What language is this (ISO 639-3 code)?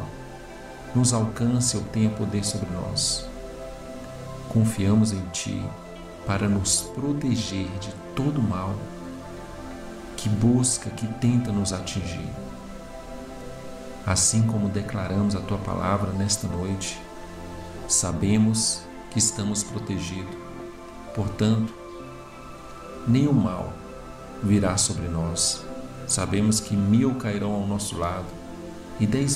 por